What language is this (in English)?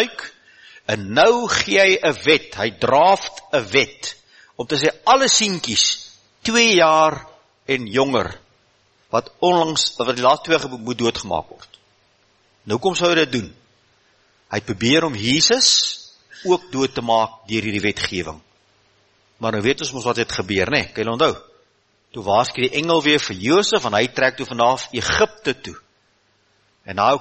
Afrikaans